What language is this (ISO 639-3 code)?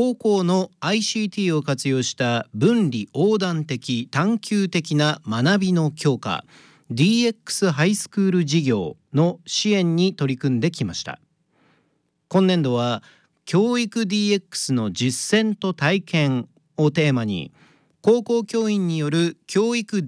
jpn